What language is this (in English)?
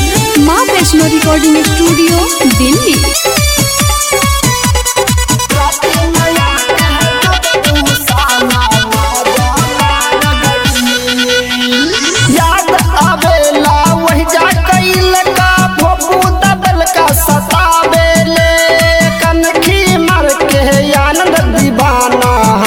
Bhojpuri